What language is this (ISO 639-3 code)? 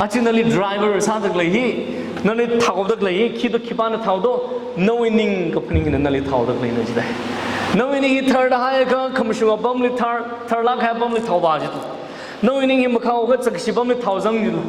nmf